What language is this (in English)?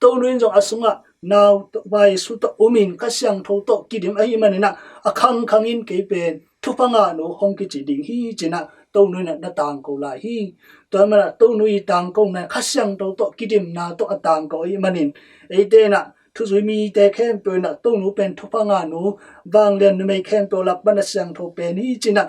Tedim Chin